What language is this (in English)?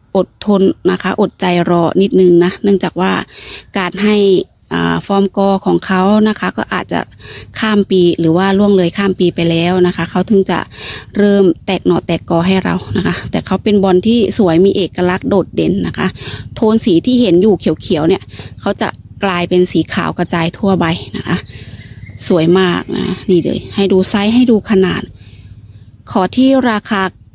Thai